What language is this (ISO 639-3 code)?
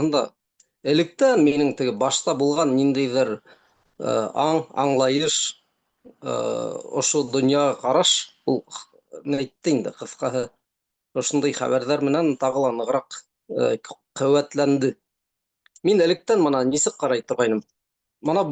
bak